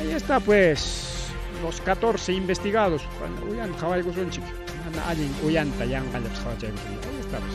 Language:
Ayacucho Quechua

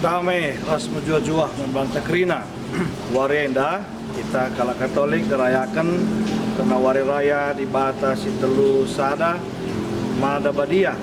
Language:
Batak Karo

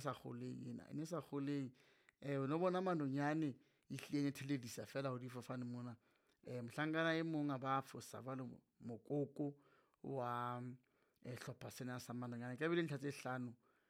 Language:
Southern Sotho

